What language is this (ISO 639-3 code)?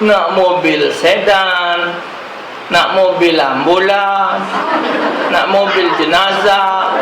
mui